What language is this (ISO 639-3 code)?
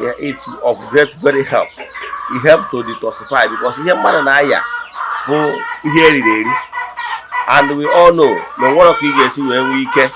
ibo